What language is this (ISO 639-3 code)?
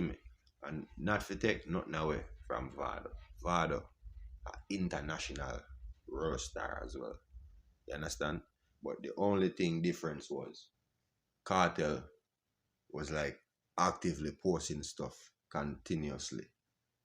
jam